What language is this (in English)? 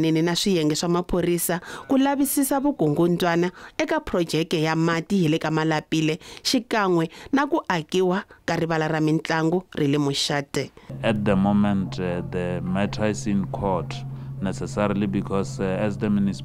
Tsonga